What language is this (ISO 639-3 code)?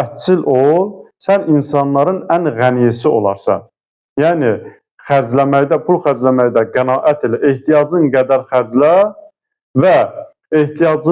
aze